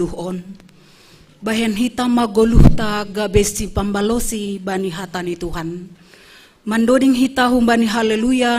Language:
Batak Simalungun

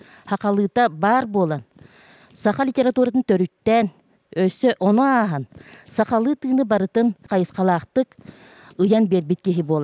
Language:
Yakut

